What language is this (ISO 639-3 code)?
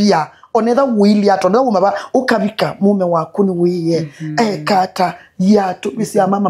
kam